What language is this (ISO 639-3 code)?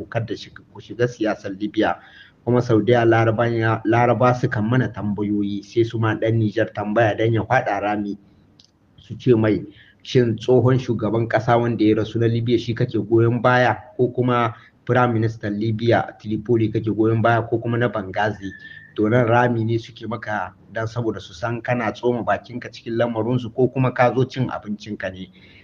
hau